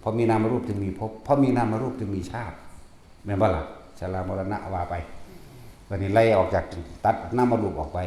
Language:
Northeastern Thai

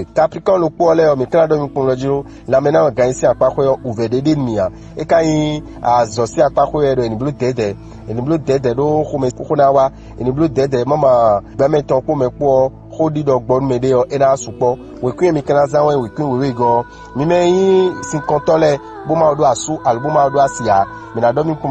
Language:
Fon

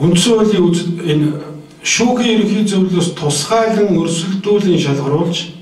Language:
Mongolian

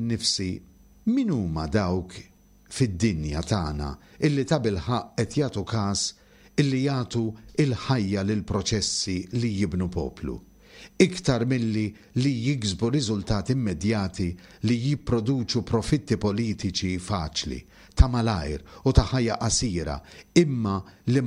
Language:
Maltese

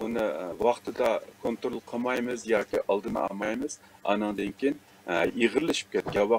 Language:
Uyghur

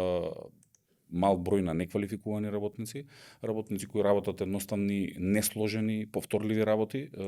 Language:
Macedonian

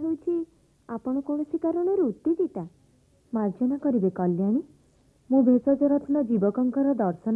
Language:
Odia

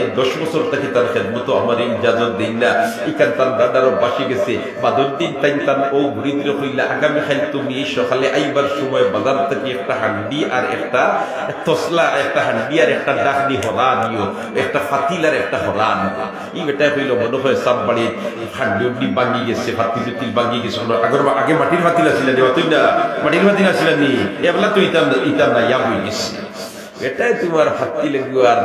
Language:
Sylheti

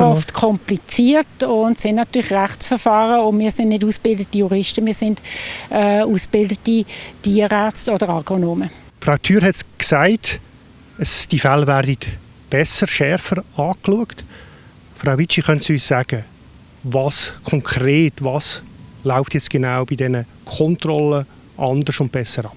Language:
Swiss German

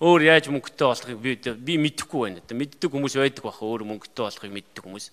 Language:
Mongolian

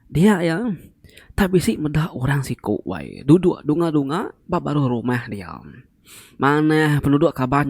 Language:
Iban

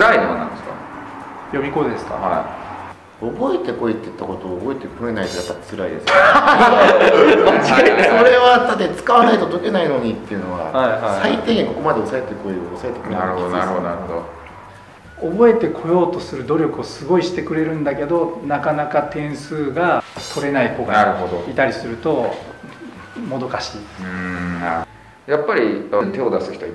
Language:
Japanese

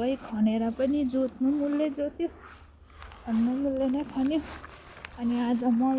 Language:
Nepali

